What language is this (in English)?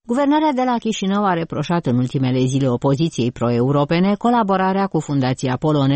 Romanian